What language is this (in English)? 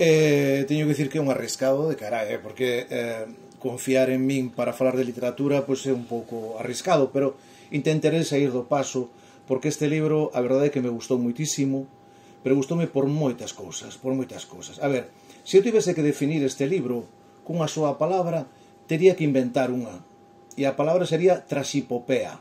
Galician